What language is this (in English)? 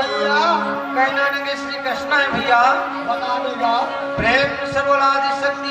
Chhattisgarhi